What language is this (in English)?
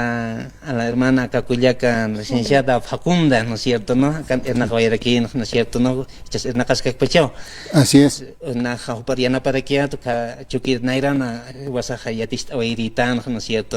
Aymara